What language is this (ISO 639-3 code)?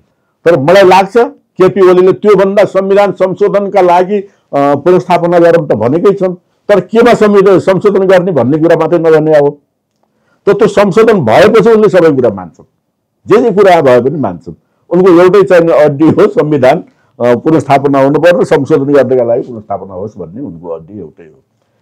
nep